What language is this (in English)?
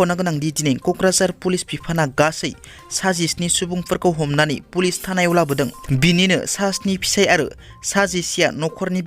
Bodo